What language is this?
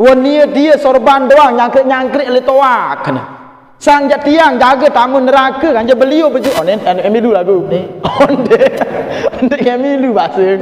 Sasak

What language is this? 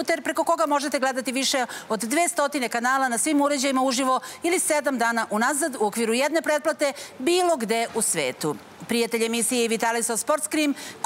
Serbian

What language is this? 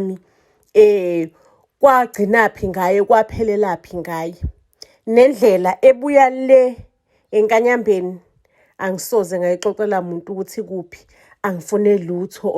Zulu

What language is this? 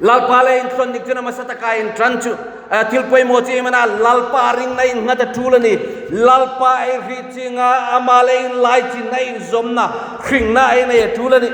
Hmar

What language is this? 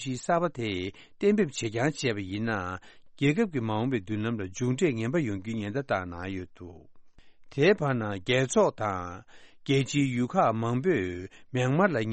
Tibetan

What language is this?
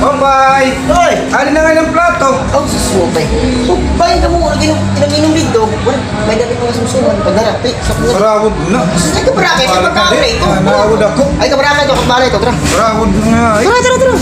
Waray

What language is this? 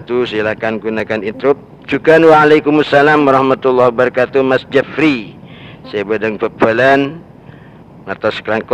Madurese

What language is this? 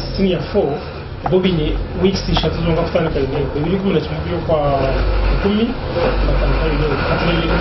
Nyankole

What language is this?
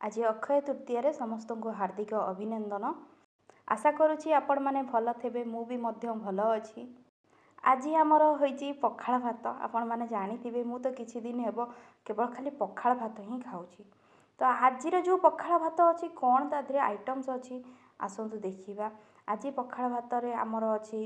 Odia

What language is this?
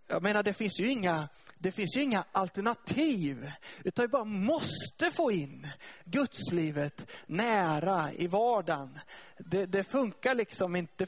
Swedish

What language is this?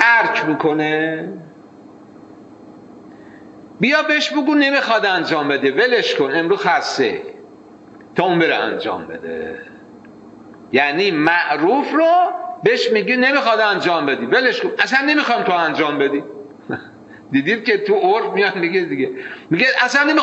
Persian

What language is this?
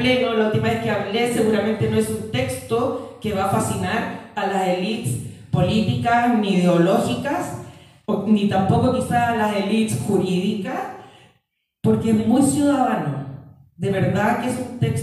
Spanish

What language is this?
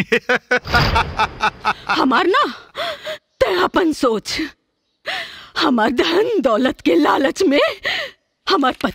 Bhojpuri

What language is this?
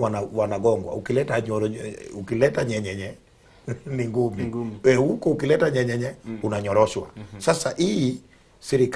Gusii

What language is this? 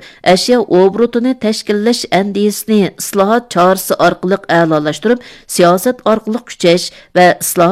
Uyghur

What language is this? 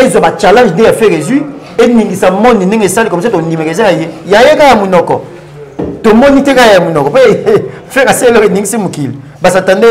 Lingala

